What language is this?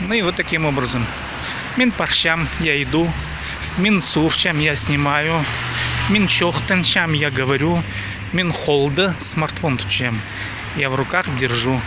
Khakas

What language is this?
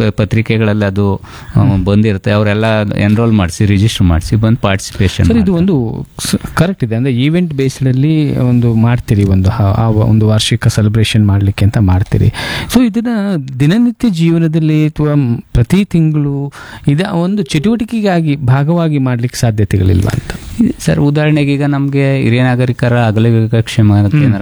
Kannada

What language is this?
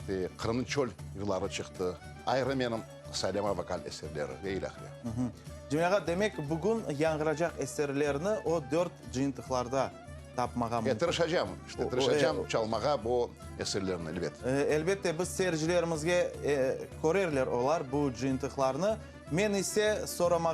Crimean Tatar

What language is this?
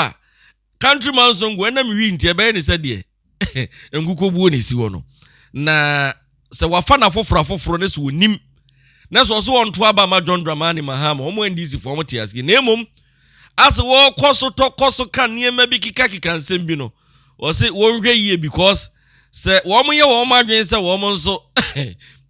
Akan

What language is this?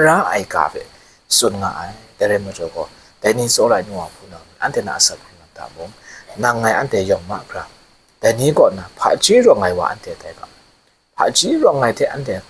Kachin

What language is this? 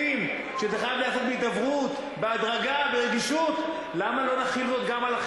Hebrew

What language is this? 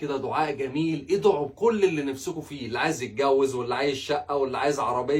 Egyptian Arabic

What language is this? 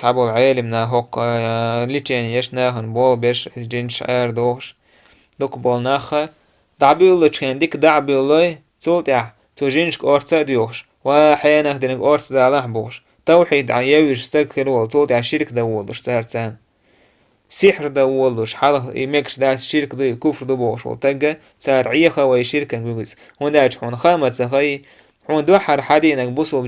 Chechen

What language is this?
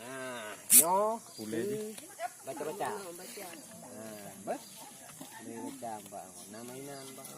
Achinese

